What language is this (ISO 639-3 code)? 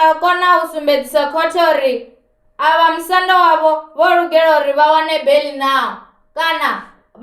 ven